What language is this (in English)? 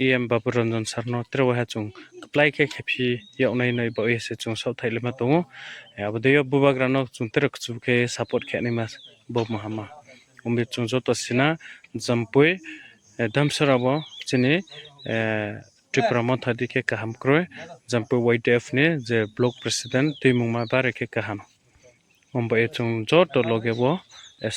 Riang (India)